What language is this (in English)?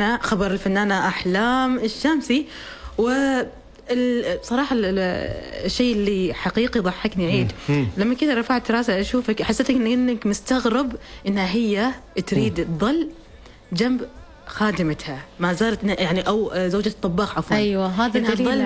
Arabic